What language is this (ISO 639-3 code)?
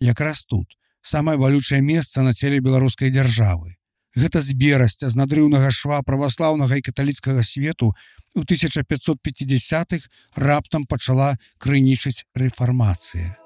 bel